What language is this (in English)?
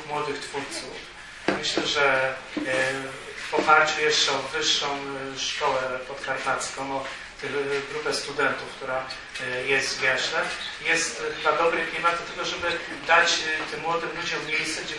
Polish